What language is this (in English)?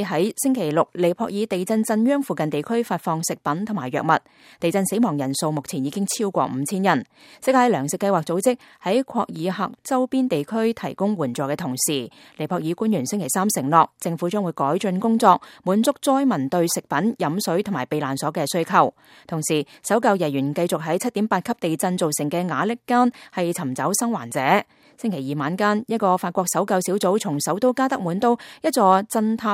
Cantonese